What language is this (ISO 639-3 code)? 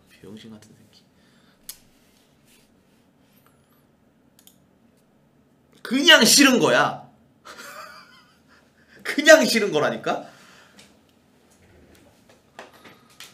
kor